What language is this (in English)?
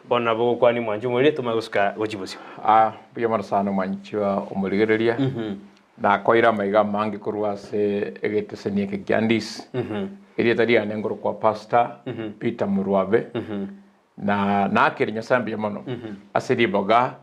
Gusii